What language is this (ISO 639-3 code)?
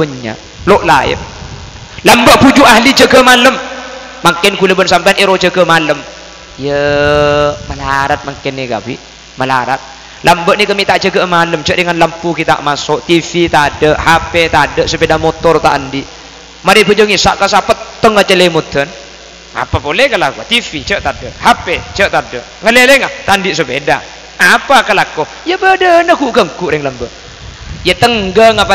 mad